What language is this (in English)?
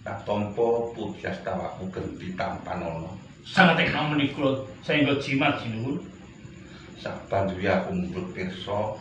Javanese